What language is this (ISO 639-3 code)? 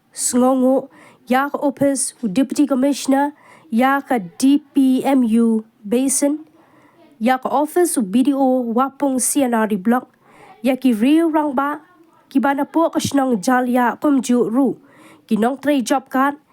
kha